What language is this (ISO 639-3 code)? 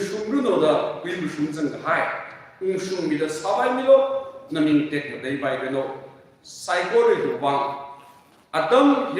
nmf